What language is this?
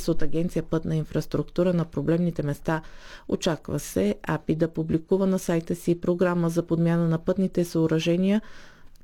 Bulgarian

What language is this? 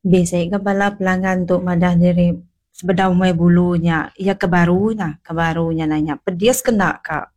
Iban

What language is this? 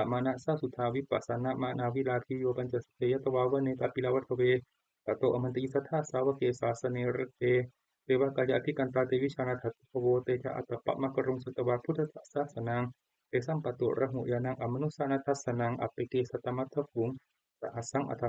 Pali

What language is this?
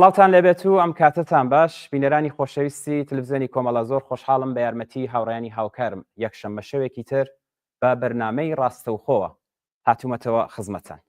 Central Kurdish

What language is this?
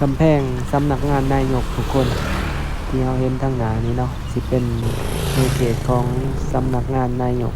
Lao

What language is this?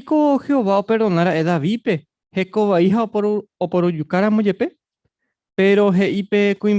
Guarani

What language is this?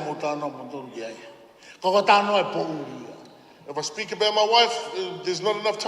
Tongan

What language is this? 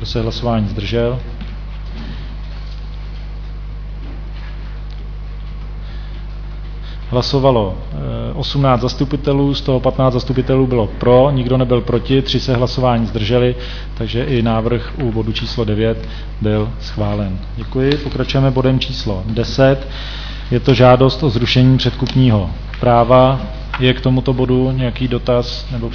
Czech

